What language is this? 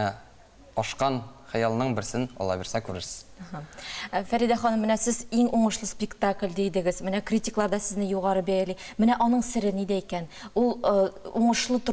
Tatar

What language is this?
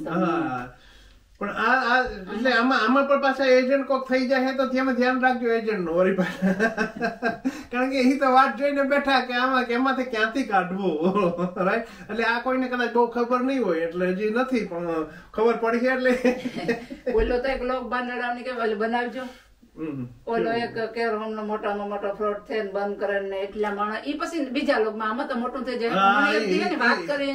Gujarati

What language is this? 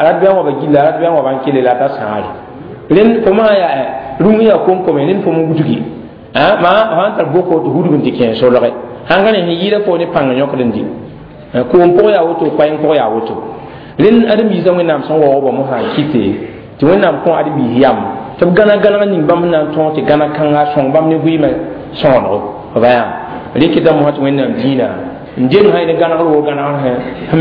Mossi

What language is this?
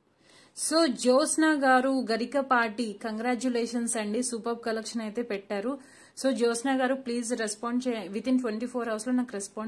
Telugu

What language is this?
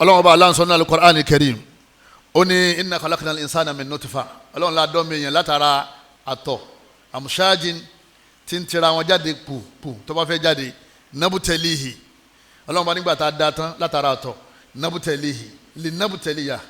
Yoruba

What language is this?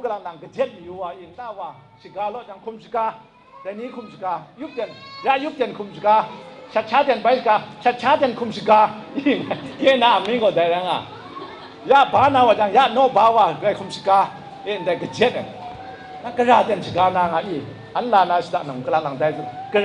Kachin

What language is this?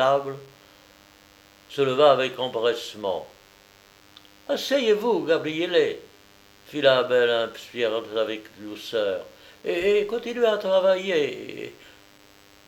French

